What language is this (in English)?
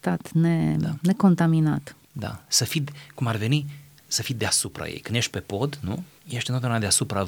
Romanian